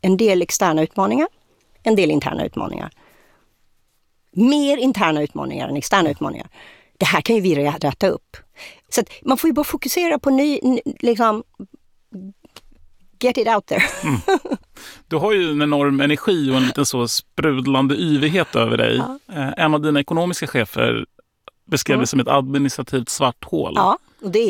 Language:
Swedish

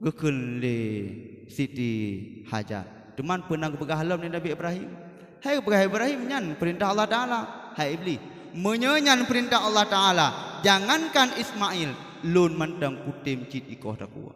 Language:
Achinese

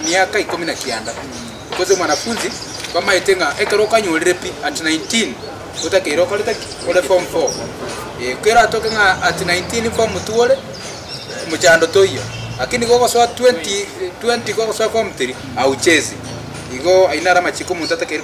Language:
Gusii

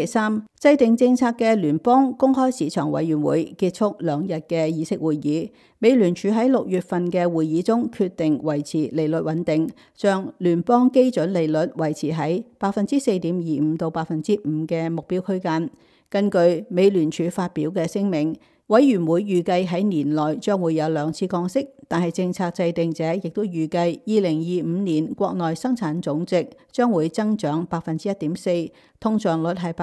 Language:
Cantonese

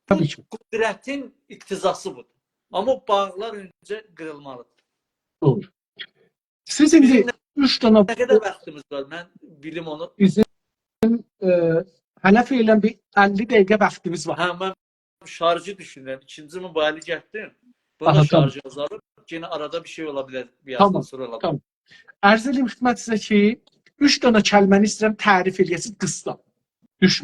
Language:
South Azerbaijani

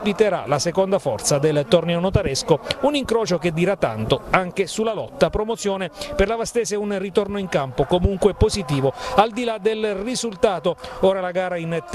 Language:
Italian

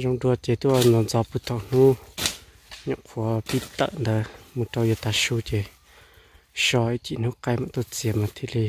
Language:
Hmong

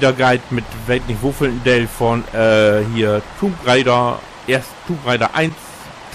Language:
Low German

